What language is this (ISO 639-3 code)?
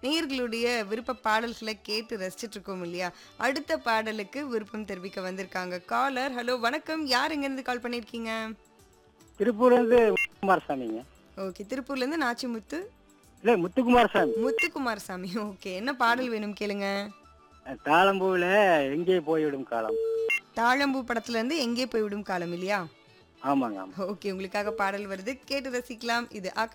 tam